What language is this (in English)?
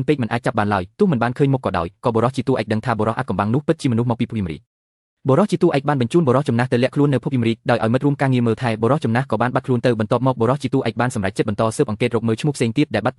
Khmer